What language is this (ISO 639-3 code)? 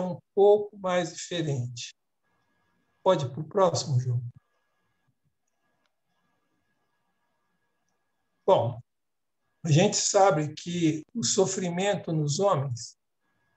por